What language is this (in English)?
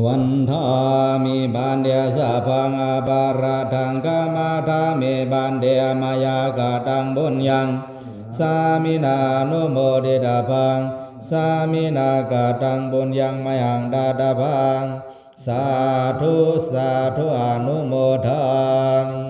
Pali